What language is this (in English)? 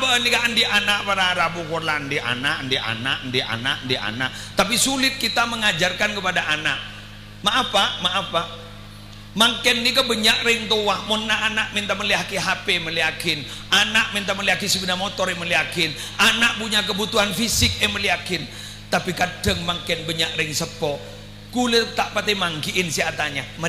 Madurese